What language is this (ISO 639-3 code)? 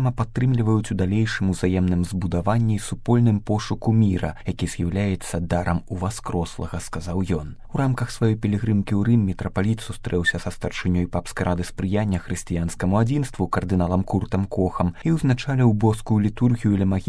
bel